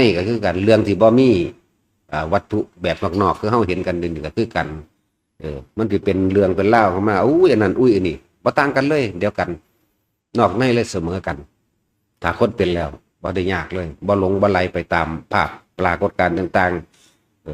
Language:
Northeastern Thai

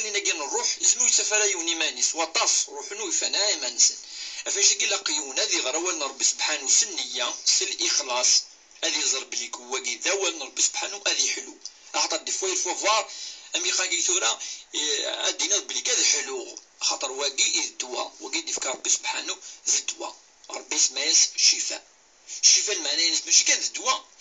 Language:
Kabyle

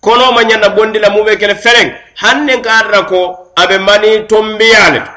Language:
Mandingo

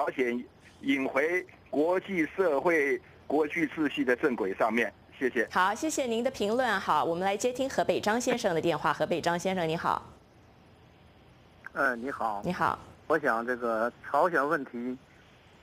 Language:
Chinese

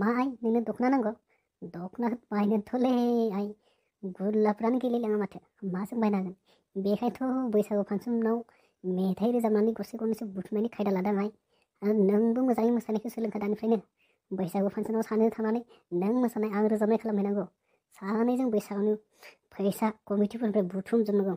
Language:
Bodo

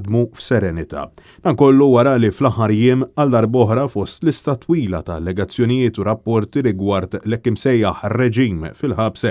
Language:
Maltese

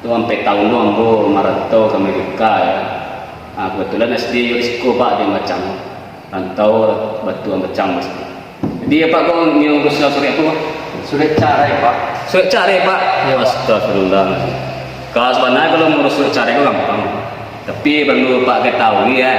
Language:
Minangkabau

